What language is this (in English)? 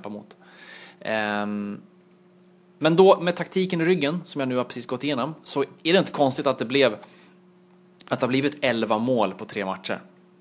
Swedish